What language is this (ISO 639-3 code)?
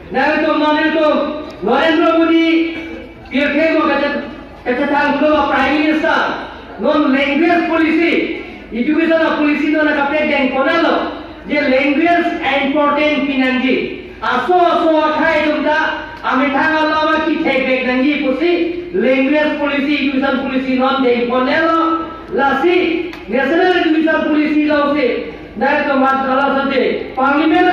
mjw